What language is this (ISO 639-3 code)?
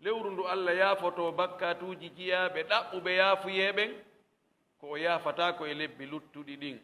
ful